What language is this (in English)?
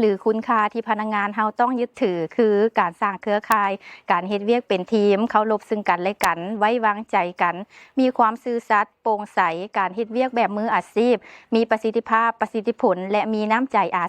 Lao